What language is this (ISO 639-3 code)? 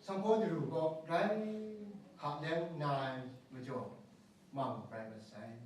kac